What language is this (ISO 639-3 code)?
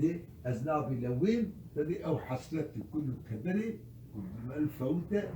kur